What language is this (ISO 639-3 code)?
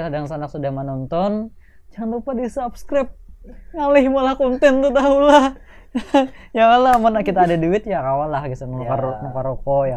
bjn